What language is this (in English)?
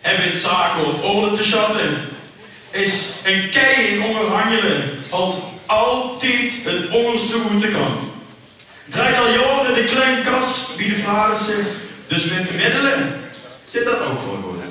Limburgish